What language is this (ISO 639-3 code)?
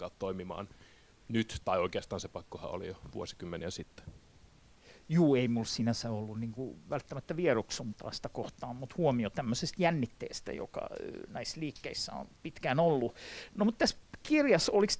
fin